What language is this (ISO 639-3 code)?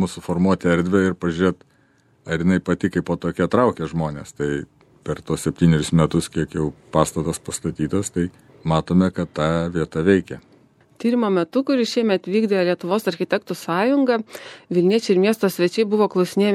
lit